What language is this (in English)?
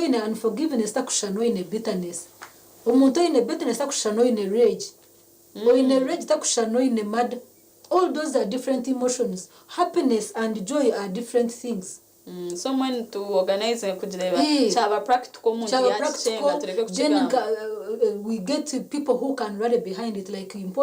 Nyankole